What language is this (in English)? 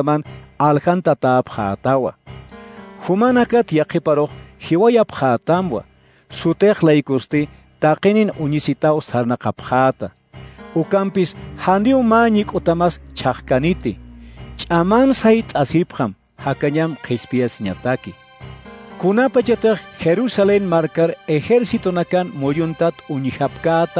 Aymara